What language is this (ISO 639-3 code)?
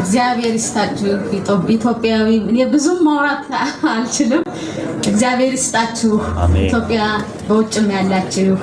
amh